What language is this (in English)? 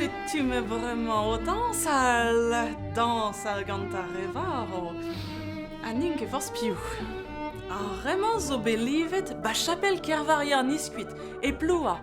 Breton